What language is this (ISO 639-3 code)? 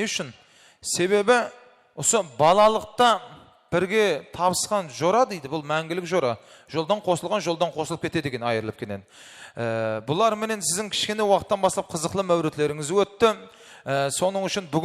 kaa